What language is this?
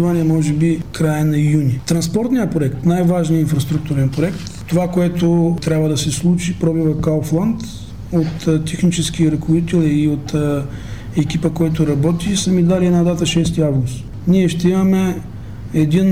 Bulgarian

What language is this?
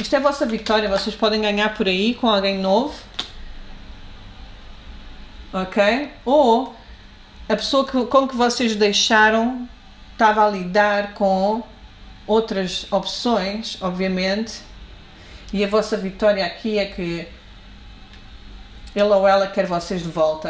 Portuguese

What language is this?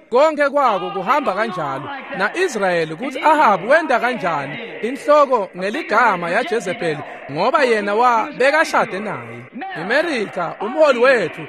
Swati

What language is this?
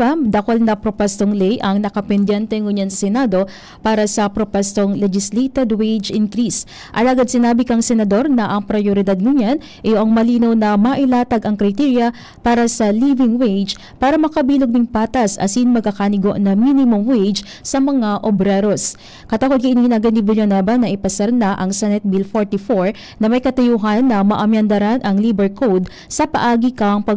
Bikol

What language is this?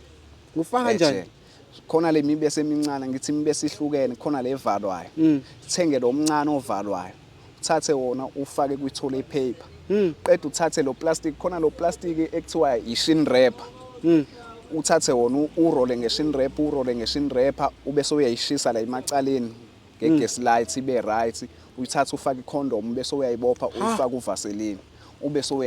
Zulu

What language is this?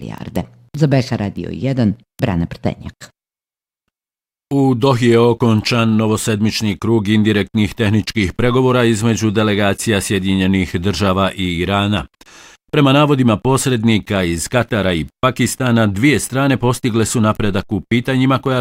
Bosnian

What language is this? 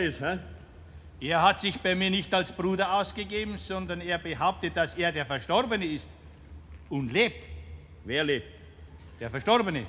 Bavarian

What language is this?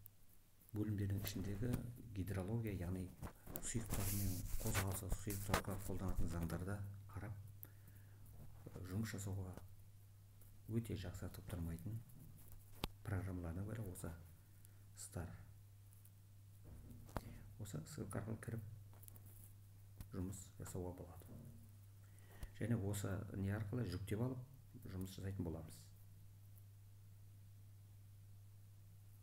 Kazakh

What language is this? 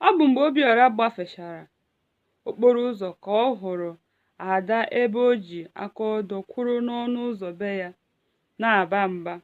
Igbo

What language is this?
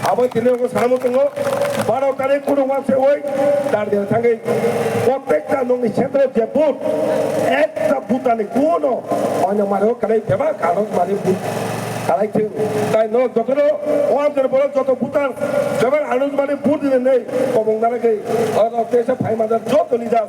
Kok Borok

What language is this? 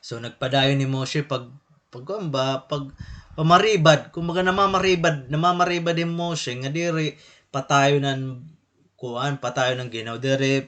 Waray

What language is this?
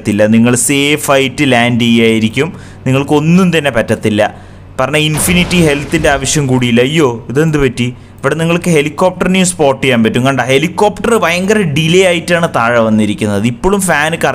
Malayalam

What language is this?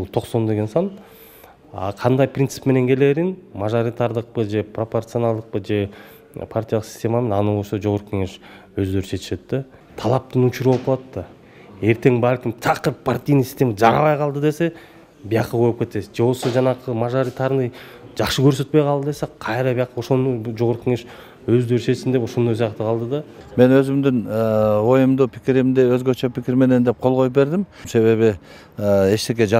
Kyrgyz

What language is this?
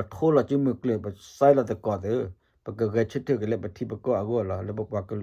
S'gaw Karen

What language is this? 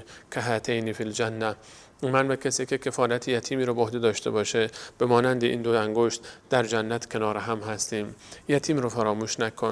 Persian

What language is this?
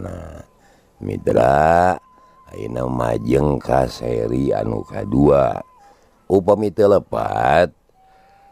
Sundanese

